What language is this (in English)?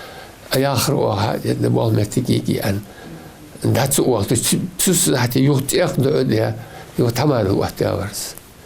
Ingush